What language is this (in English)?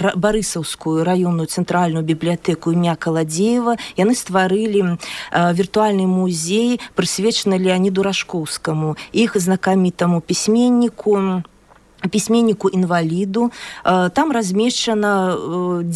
Belarusian